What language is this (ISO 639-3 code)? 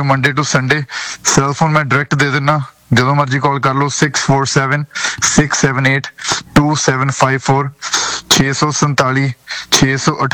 pan